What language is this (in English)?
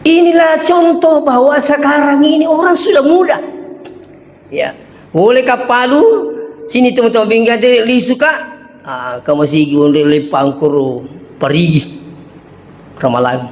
Buginese